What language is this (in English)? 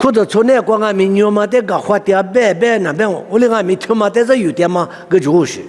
Lisu